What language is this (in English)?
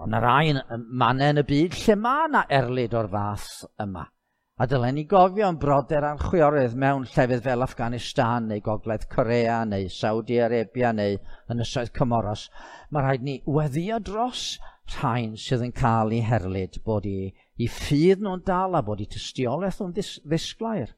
Welsh